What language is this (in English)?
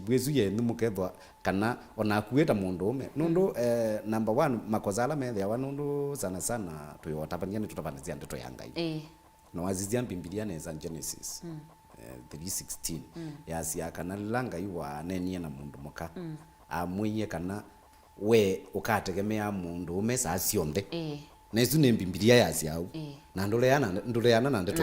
Kamba